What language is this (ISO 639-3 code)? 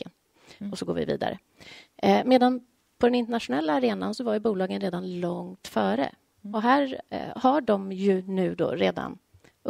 swe